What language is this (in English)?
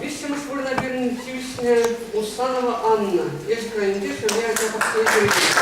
Chuvash